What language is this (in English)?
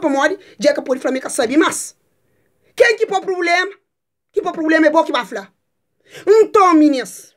Kabuverdianu